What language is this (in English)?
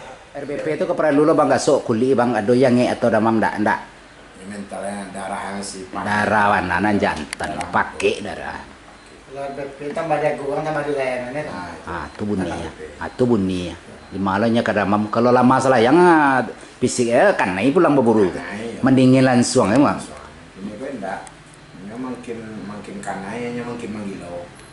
Minangkabau